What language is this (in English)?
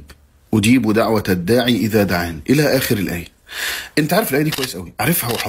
Egyptian Arabic